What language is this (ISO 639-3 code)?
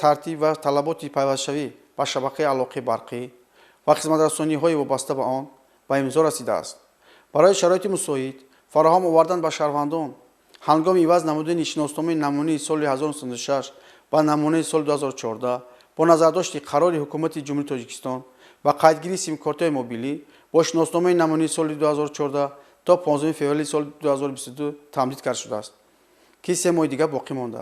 tgk